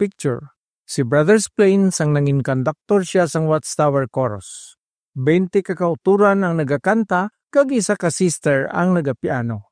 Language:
Hiligaynon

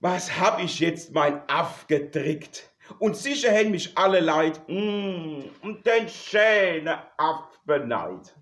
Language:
Palatine German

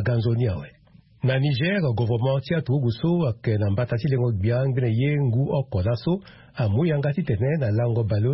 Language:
Sango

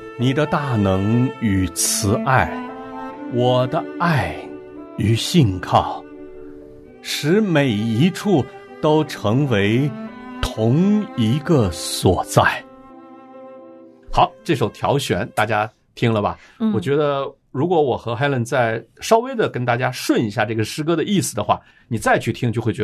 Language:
Chinese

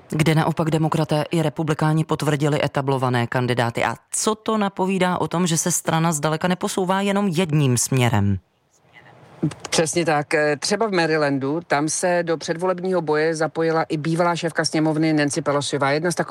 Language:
Czech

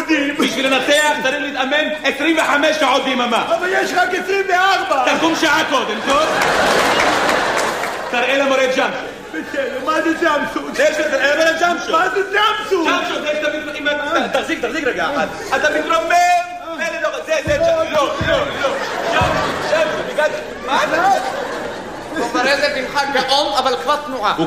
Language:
Hebrew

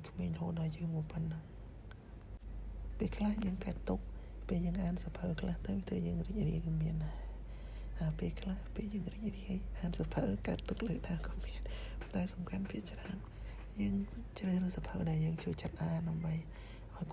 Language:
Khmer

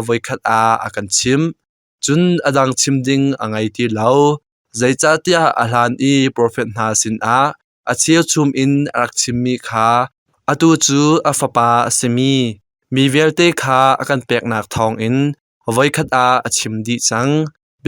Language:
Hakha Chin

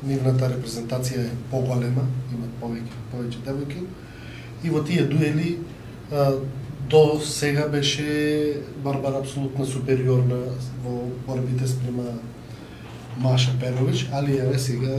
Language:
Macedonian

